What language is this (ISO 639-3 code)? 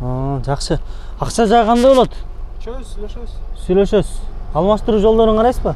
kir